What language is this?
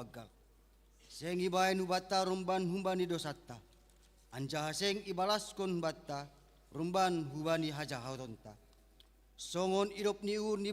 Batak Simalungun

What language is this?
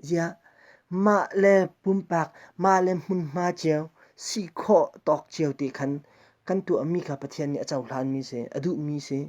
Hakha Chin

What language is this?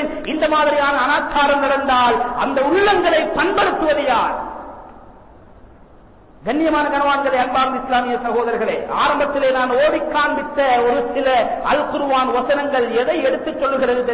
Tamil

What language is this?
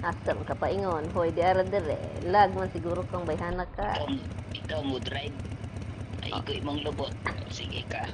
Cebuano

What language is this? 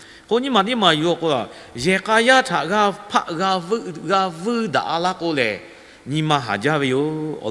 Lahu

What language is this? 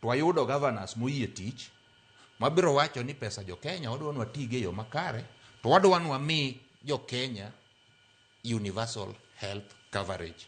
Luo (Kenya and Tanzania)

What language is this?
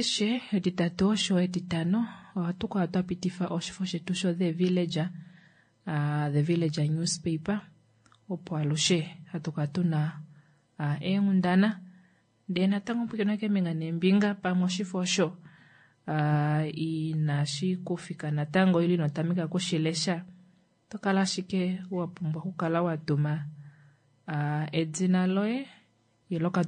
Kuanyama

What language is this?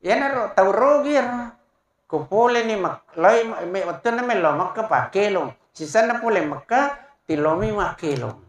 Buginese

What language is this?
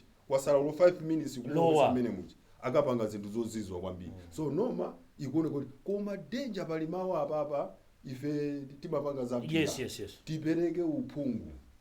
Nyanja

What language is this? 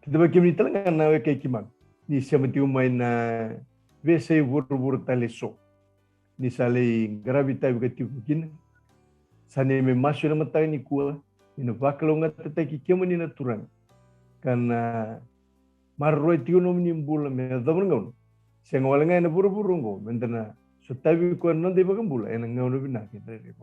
Fijian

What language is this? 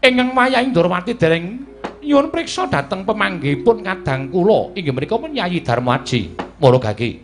Javanese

